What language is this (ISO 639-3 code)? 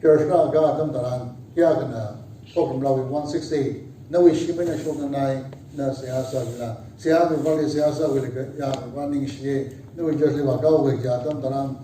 nmf